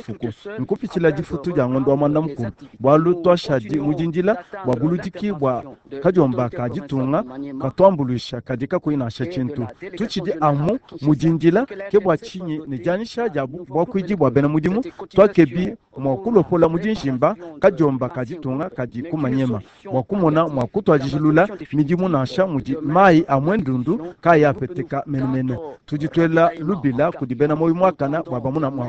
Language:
Luba-Lulua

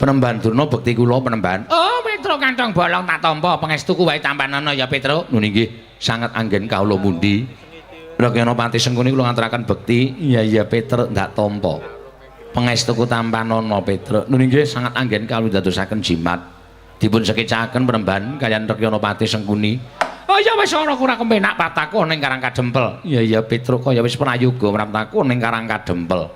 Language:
Javanese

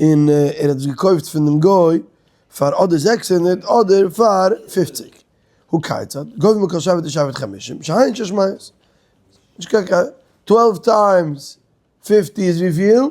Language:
Yiddish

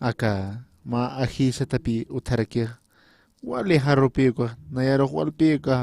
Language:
Aymara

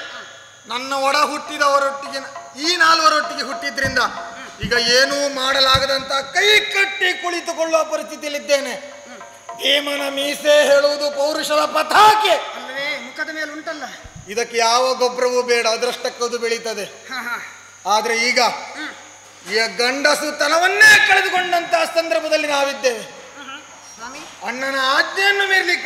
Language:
Kannada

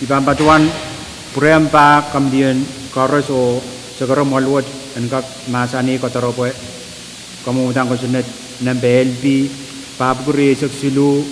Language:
Pohnpeian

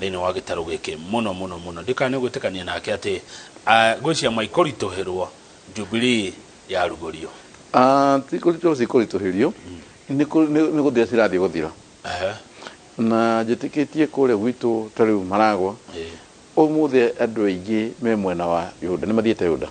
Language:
Kikuyu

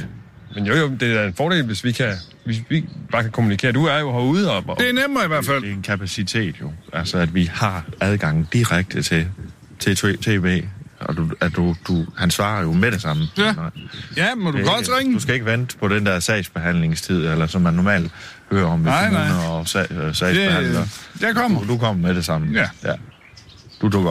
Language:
Danish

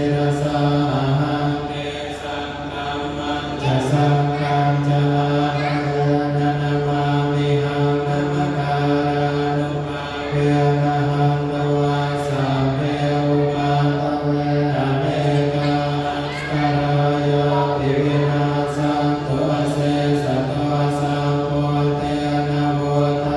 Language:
Pali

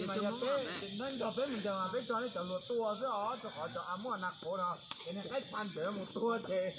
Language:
Hmong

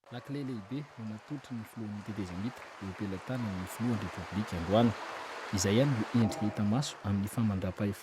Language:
Malagasy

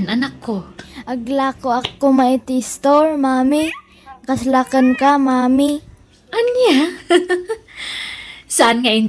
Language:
Iloko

